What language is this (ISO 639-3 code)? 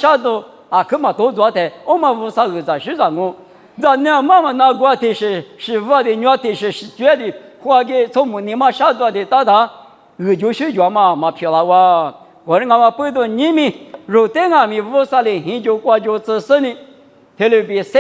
lis